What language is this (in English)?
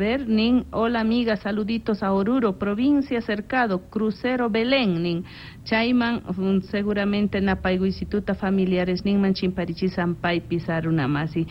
South Bolivian Quechua